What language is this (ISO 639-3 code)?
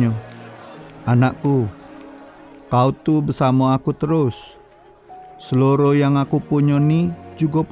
mui